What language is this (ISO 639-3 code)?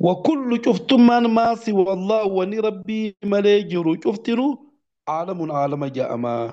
orm